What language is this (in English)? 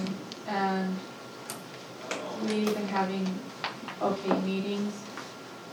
English